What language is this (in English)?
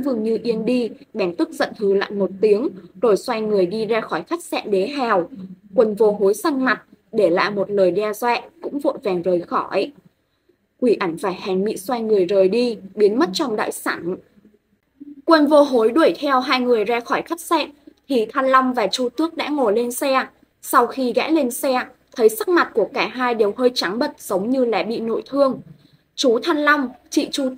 Vietnamese